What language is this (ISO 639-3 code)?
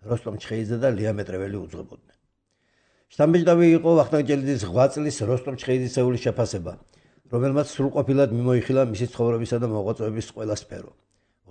kat